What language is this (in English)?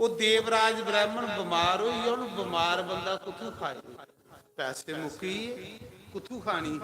Dogri